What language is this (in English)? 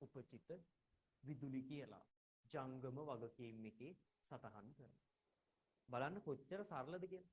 Sinhala